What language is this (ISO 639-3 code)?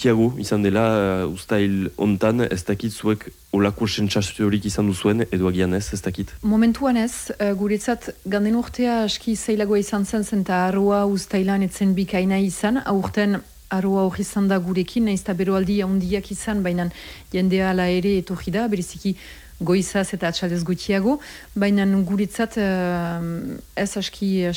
eus